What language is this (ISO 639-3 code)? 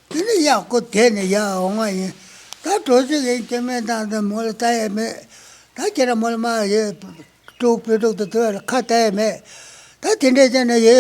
bod